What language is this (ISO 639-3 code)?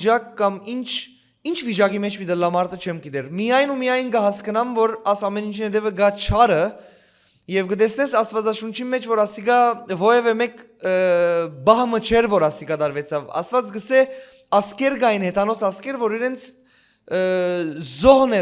hyw